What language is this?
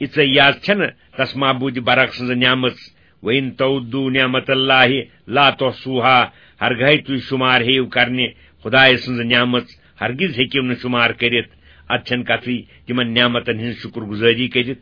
Kashmiri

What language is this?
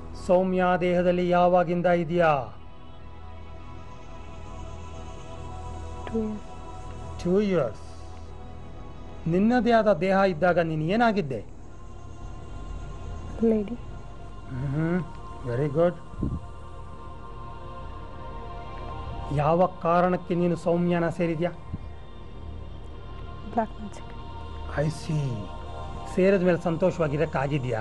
Kannada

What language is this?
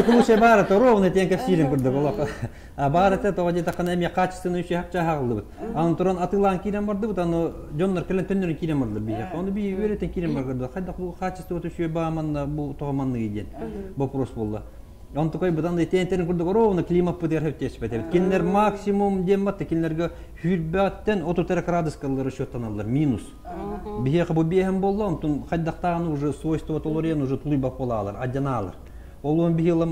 Yakut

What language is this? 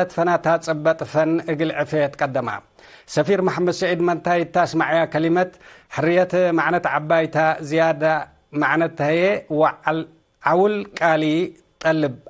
Tigre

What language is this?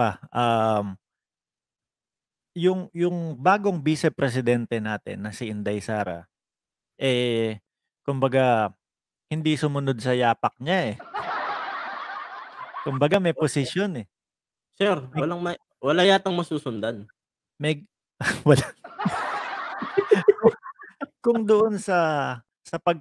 Filipino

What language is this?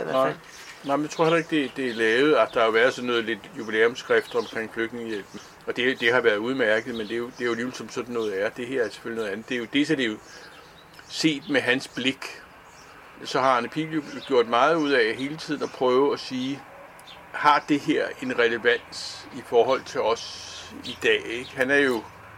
Danish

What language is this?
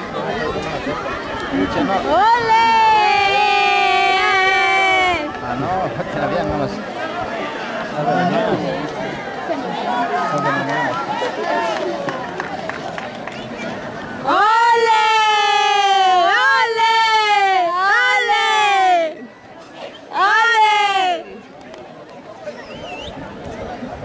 Spanish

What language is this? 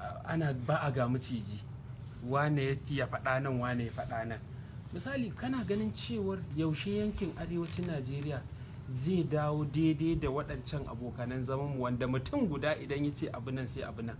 Hausa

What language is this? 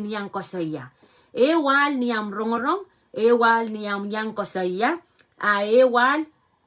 Pohnpeian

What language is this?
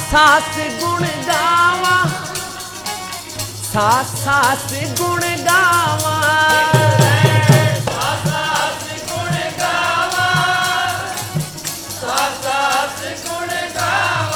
Punjabi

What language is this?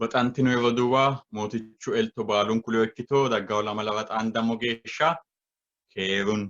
Sidamo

